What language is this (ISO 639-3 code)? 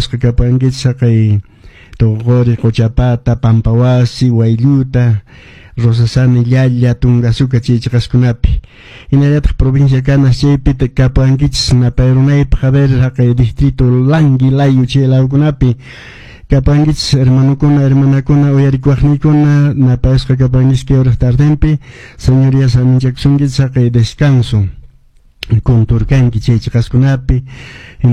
que